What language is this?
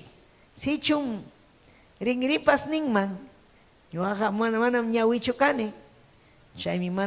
Ayacucho Quechua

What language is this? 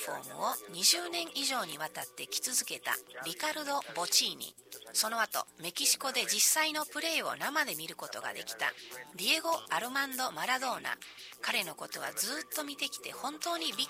Japanese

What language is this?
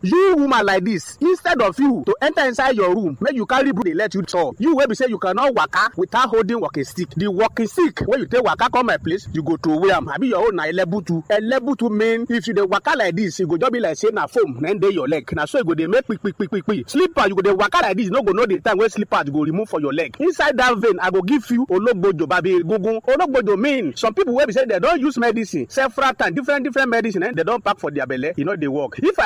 Nigerian Pidgin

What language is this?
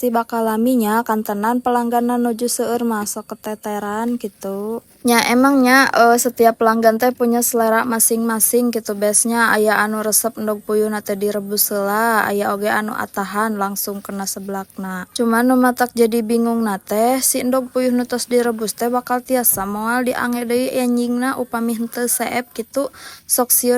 Sundanese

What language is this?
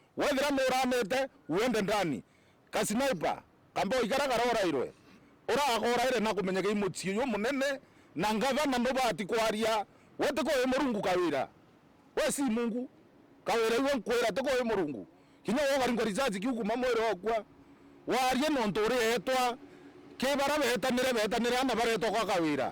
Meru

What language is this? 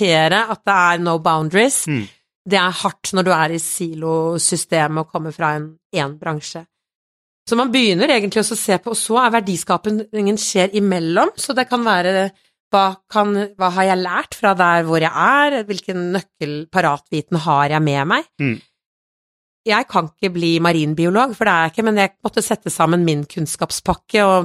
Norwegian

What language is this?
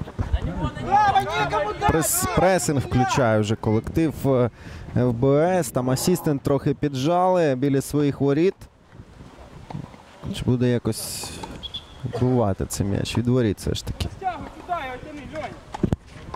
Ukrainian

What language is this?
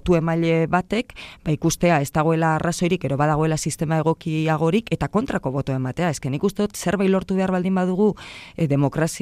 Basque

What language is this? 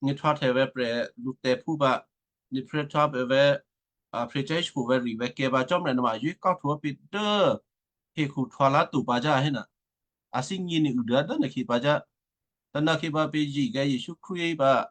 Western Kayah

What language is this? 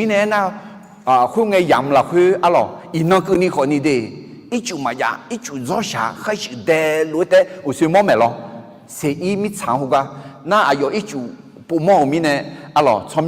Akha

